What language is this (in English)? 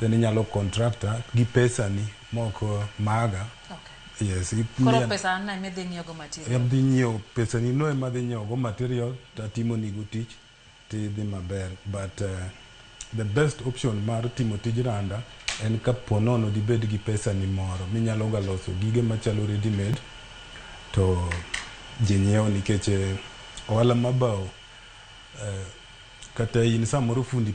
Luo (Kenya and Tanzania)